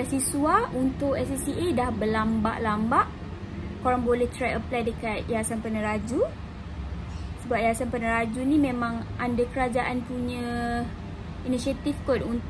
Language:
Malay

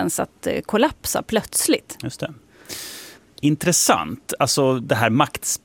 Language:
Swedish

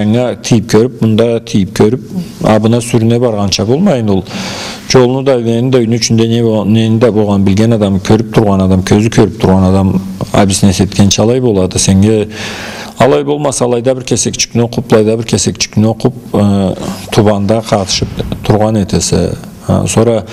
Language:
Karachay-Balkar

